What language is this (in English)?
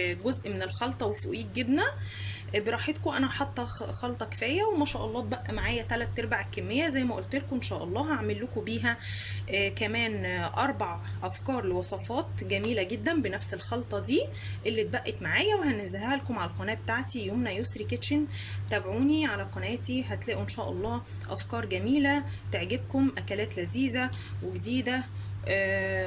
Egyptian Arabic